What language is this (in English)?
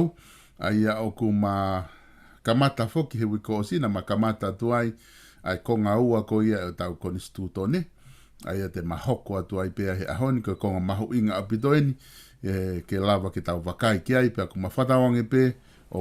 Tongan